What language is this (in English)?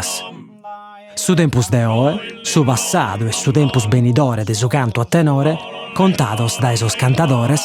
Sardinian